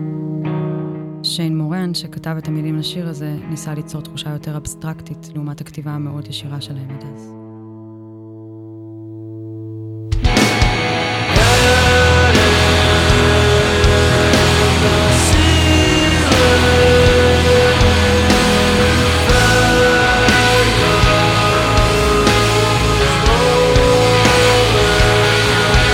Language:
Hebrew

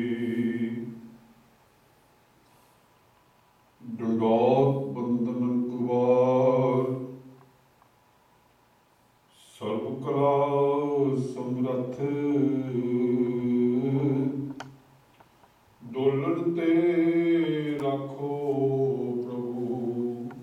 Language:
Punjabi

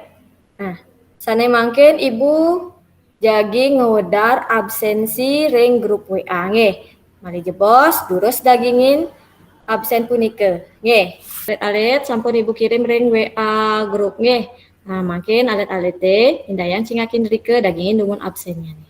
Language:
Balinese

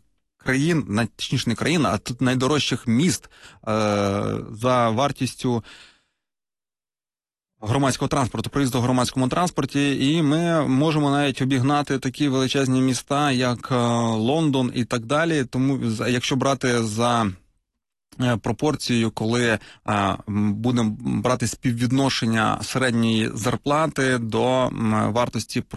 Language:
Ukrainian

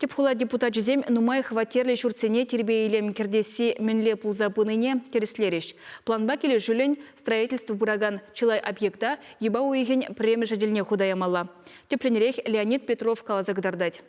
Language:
Chuvash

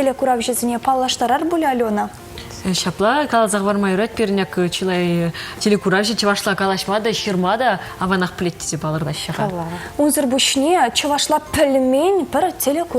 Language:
Chuvash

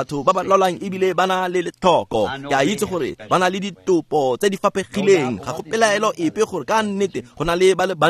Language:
Tswana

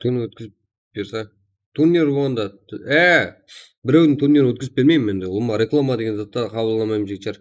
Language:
Kara-Kalpak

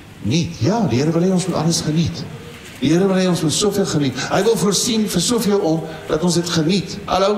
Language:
Afrikaans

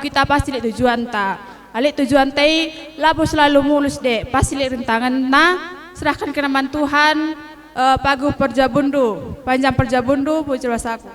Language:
Batak Karo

